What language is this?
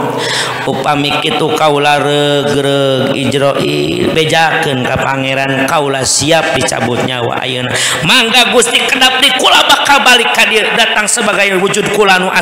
Sundanese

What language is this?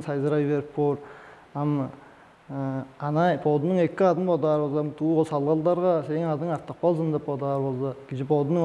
Tuvinian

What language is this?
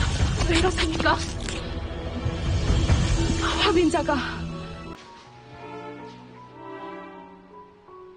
Hindi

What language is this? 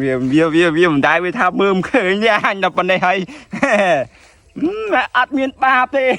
Khmer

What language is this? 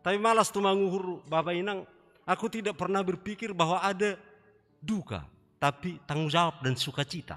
Batak Simalungun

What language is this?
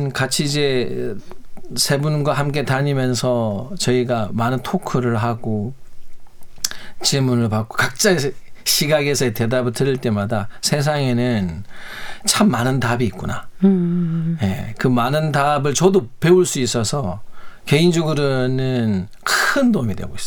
Korean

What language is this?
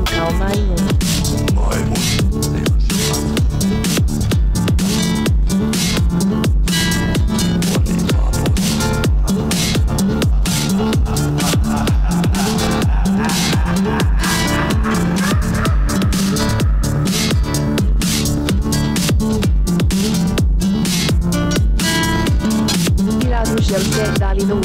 Serbian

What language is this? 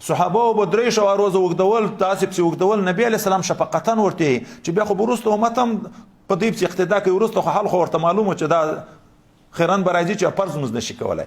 Pashto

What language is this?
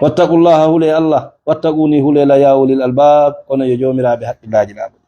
Fula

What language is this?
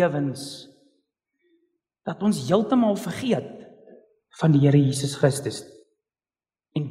Afrikaans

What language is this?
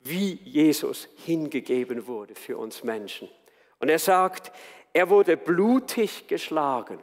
Swiss German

